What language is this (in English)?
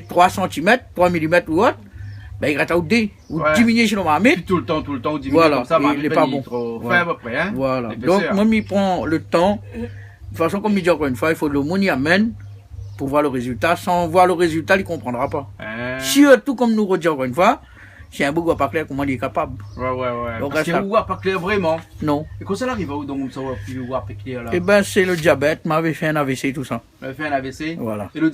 Réunion Creole French